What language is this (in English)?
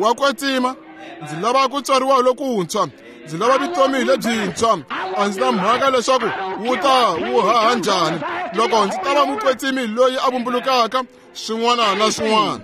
Tsonga